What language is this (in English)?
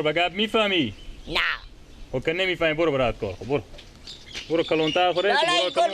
Persian